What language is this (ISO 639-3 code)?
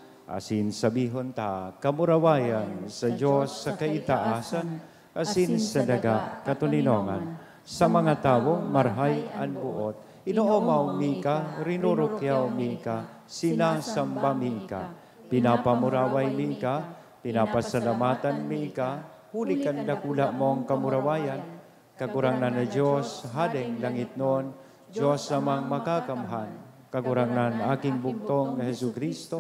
bik